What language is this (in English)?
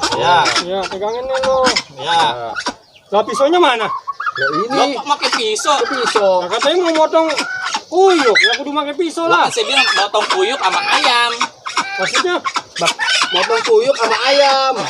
Betawi